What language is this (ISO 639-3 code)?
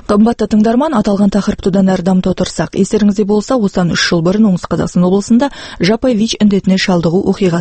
kaz